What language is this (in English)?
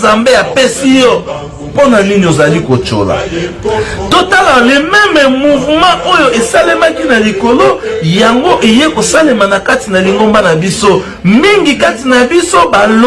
Lingala